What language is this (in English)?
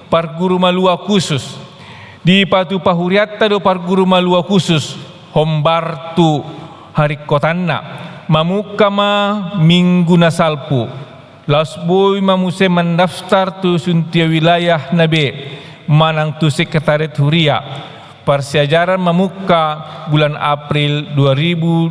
Batak Toba